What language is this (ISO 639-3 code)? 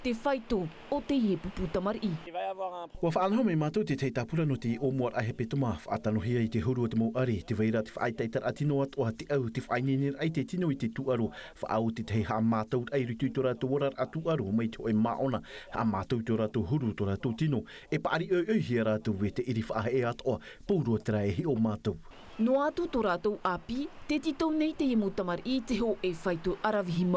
tah